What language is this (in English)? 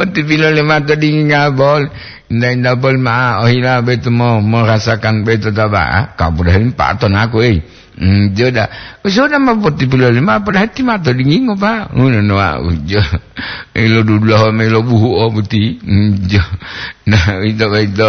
Gorontalo